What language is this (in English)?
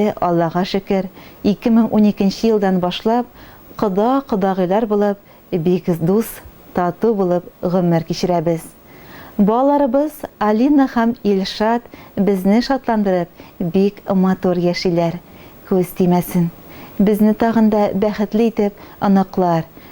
Tatar